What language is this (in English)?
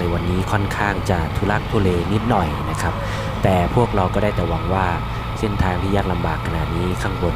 Thai